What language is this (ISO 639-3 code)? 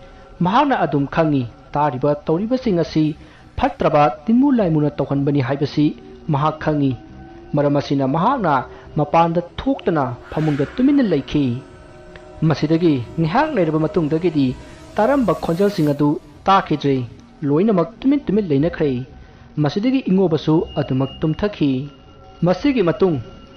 mni